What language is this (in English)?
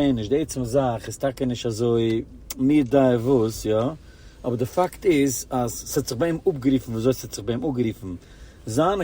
Yiddish